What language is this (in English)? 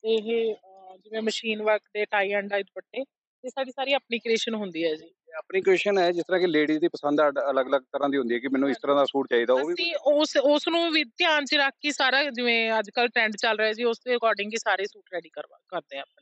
Punjabi